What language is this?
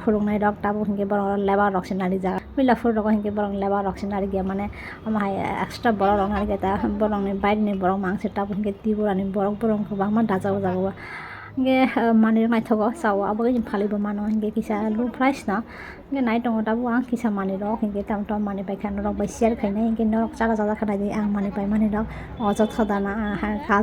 Kok Borok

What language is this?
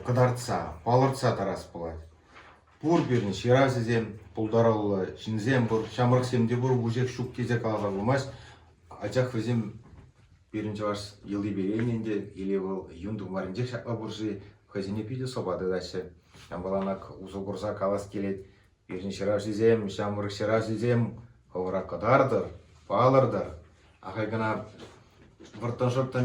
Chuvash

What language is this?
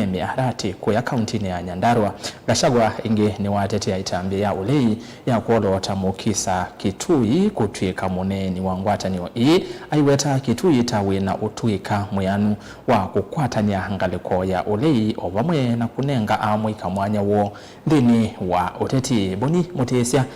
Kamba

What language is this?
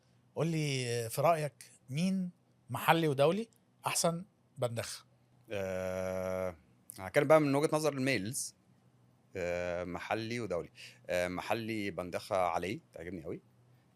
Egyptian Arabic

